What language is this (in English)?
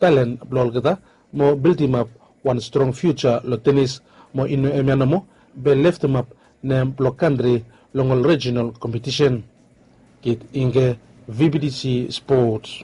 Bislama